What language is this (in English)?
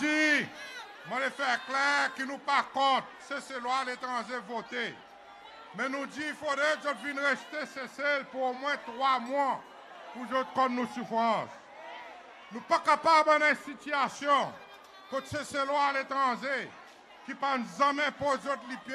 Seselwa Creole French